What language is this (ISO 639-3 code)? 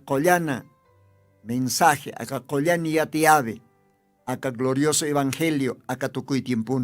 aym